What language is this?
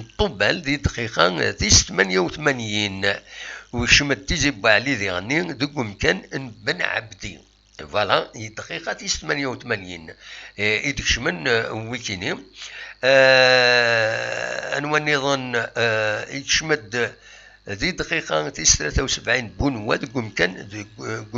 Kabyle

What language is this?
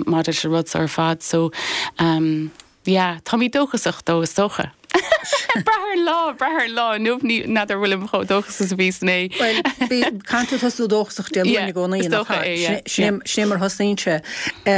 Irish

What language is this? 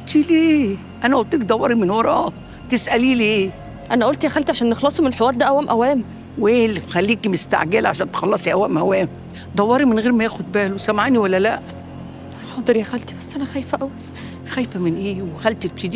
Egyptian Arabic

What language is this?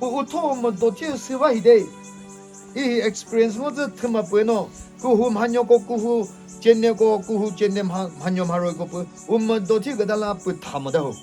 Chokri Naga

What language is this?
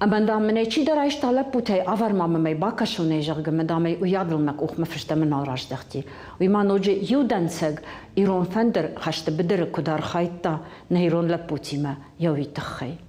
Ossetic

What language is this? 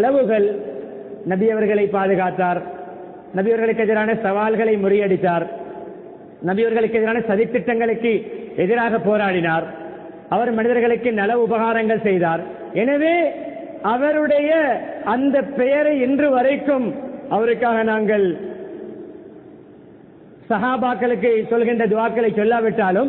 Tamil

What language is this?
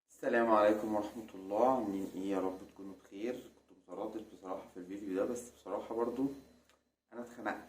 Egyptian Arabic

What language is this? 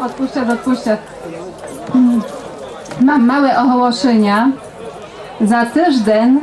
Rusyn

